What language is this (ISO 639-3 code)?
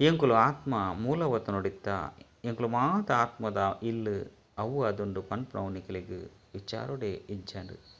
tcy